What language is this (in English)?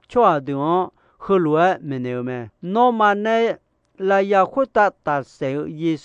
Akha